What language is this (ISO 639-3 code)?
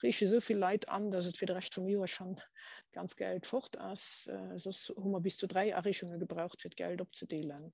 ltz